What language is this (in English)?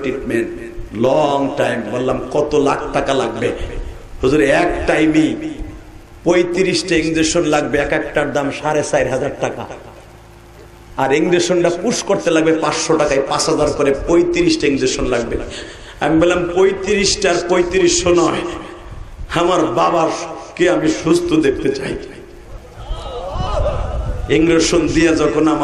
Bangla